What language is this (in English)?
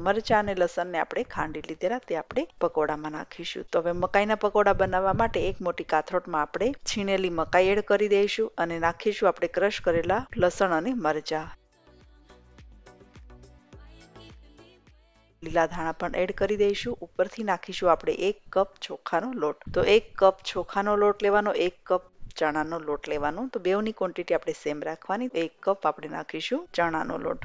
Gujarati